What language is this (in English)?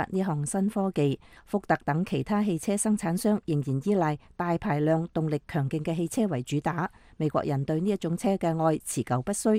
Cantonese